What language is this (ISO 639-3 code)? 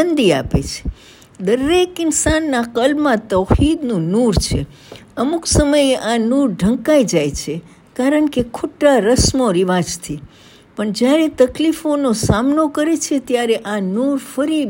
guj